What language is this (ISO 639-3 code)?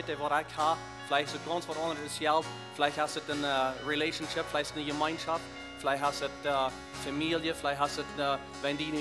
pdt